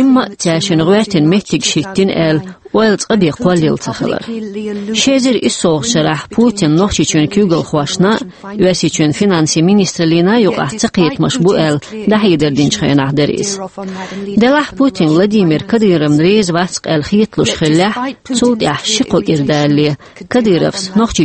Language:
Chechen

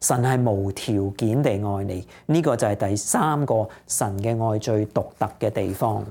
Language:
Cantonese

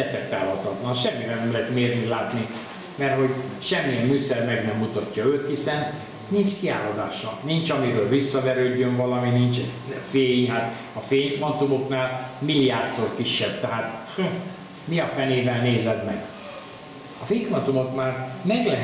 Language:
Hungarian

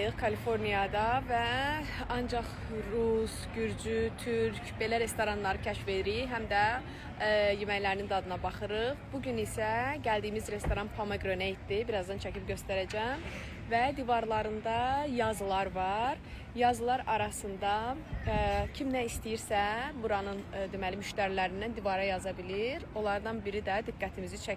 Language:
Azerbaijani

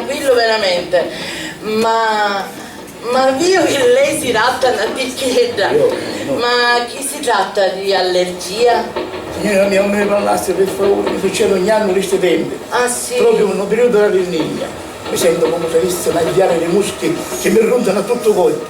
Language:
Sicilian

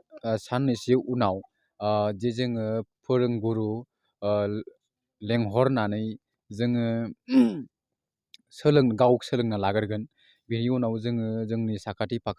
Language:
Bodo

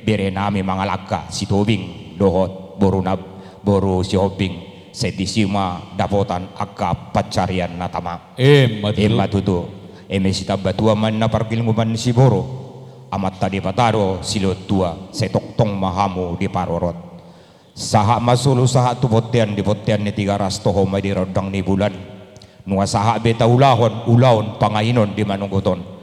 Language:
Batak Toba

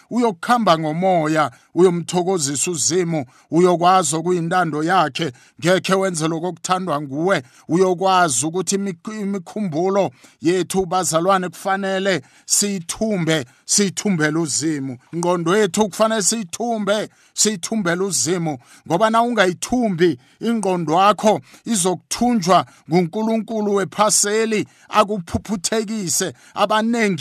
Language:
South Ndebele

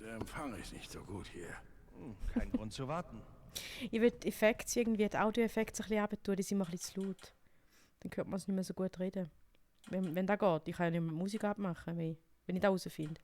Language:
Swiss German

